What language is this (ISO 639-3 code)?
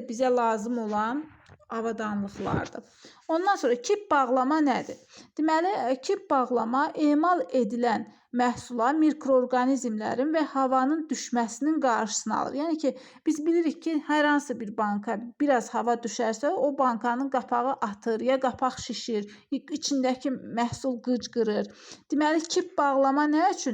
aze